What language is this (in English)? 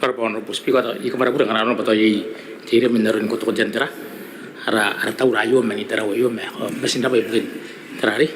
Gilbertese